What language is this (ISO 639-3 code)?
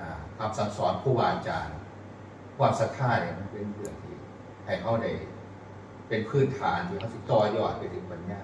tts